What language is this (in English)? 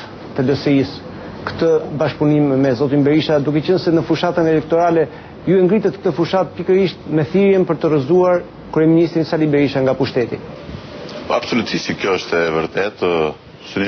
Albanian